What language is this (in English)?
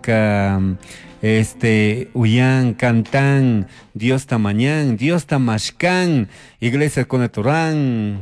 Chimborazo Highland Quichua